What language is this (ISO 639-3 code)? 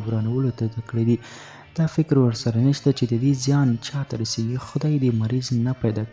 pus